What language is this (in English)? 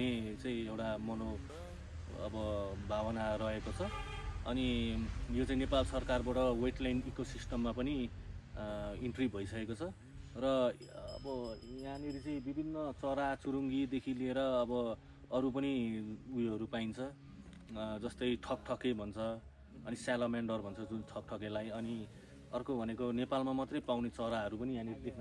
Nepali